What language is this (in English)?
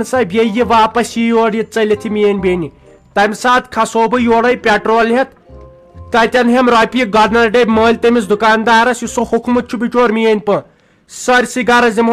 Kashmiri